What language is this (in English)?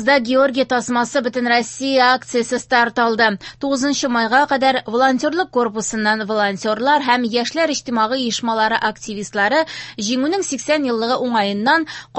Tatar